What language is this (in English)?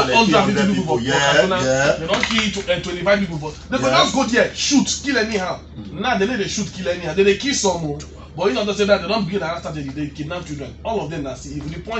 Nigerian Pidgin